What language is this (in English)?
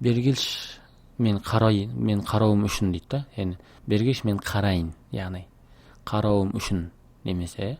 Kazakh